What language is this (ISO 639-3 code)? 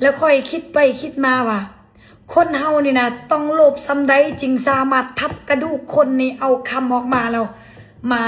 lao